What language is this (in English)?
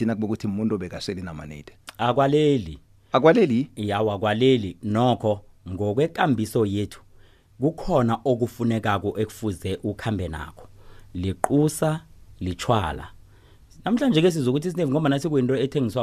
South Ndebele